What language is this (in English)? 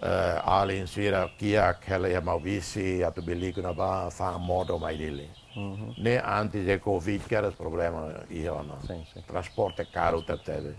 Tetum